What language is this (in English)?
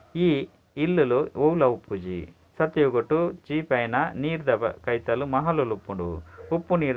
Tulu